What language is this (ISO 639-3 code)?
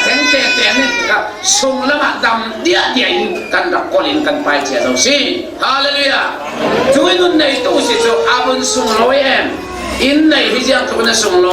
cfm